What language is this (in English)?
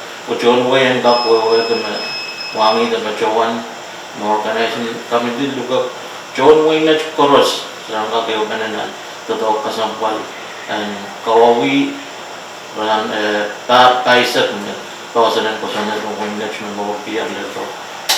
Pohnpeian